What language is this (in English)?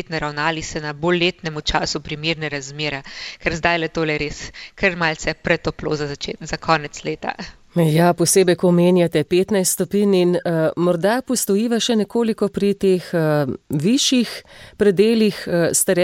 Slovenian